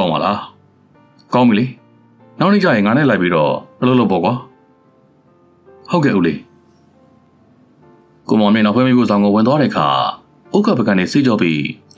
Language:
Burmese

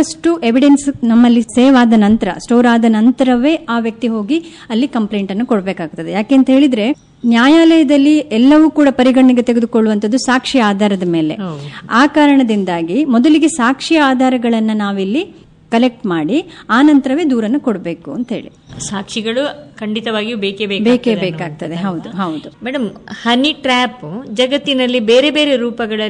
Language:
Kannada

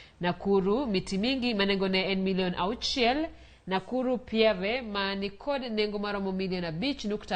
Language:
Luo (Kenya and Tanzania)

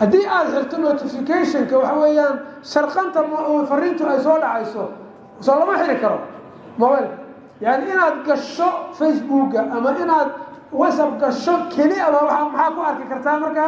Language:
Somali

